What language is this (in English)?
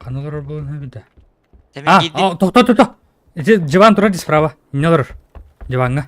Yakut